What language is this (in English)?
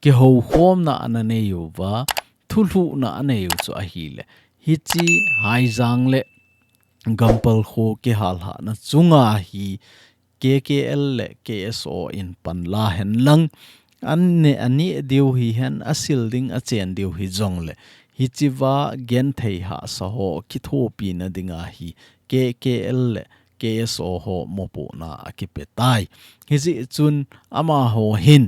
Thado Chin